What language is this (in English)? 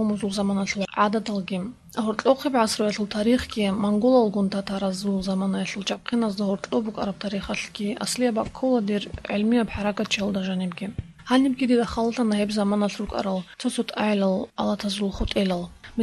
Avaric